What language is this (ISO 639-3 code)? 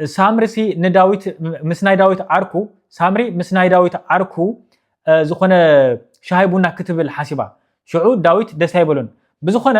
tir